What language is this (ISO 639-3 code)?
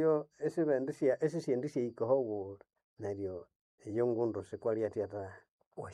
nnb